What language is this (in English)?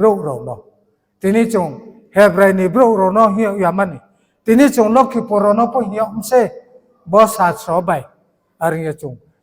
Riang (India)